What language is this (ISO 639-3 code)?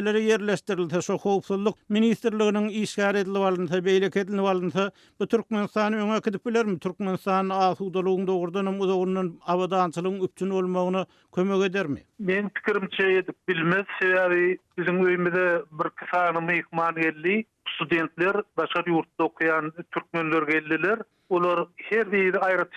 tuk